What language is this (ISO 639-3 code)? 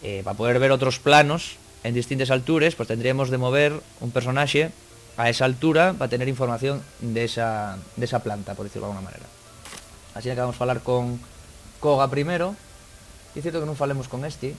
ast